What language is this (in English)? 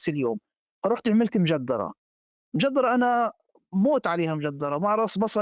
North Levantine Arabic